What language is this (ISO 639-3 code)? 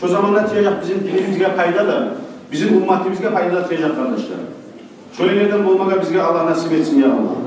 kum